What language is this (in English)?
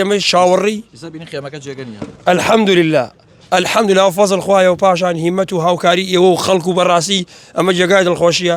Central Kurdish